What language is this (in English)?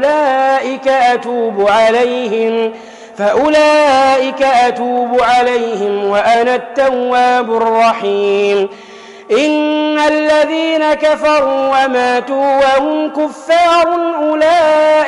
Arabic